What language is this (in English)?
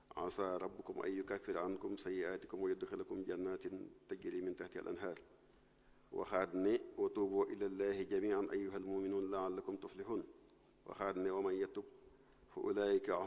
Wolof